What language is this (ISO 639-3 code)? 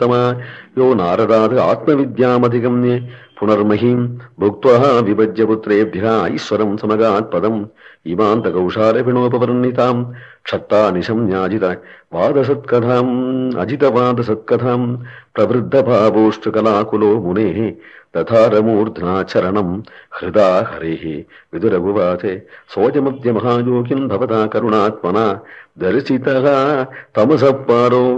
san